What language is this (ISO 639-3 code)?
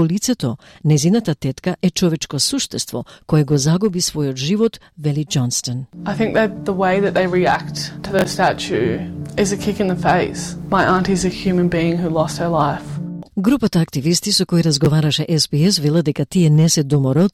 mkd